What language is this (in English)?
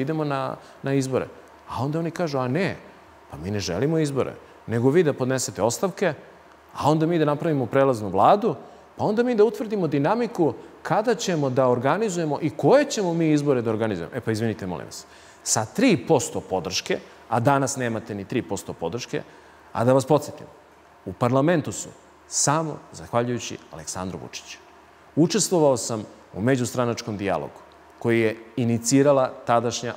Serbian